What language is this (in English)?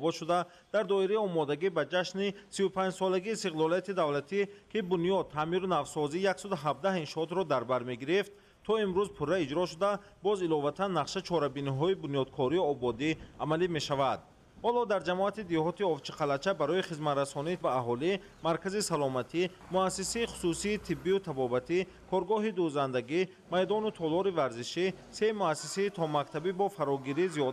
Tajik